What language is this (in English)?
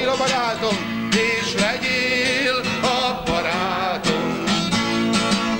Hungarian